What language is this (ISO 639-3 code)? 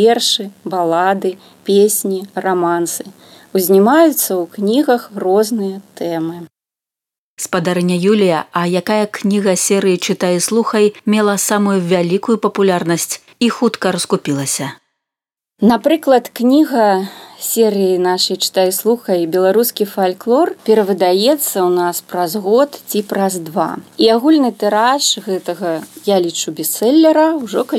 bel